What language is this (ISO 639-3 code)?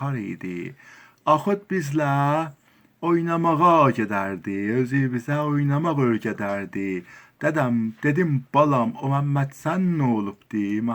azb